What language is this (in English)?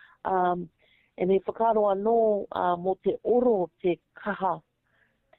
Māori